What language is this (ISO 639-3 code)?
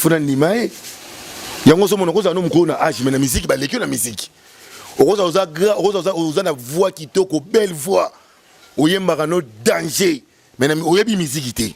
lin